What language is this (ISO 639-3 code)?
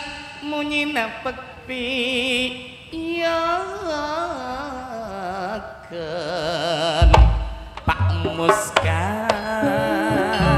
mad